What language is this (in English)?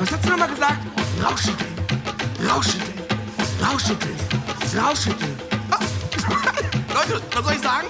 Swiss German